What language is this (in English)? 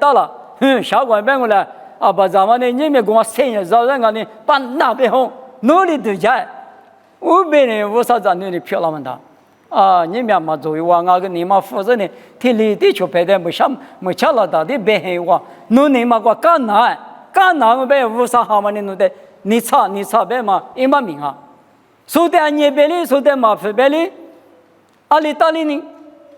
Lisu